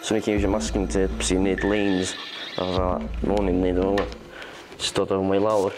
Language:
Welsh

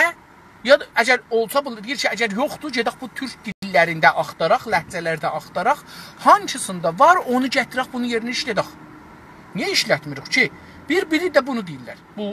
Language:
South Azerbaijani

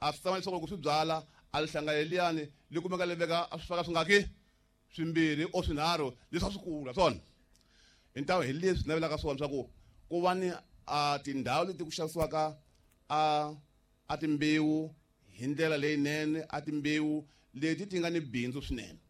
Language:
Tsonga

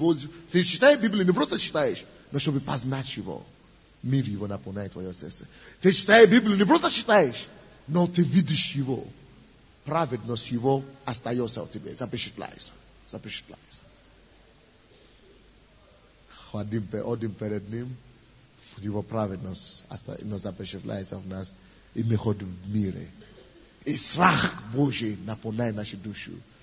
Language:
Russian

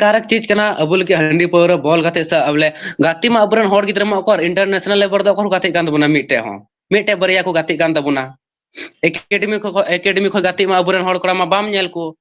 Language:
Santali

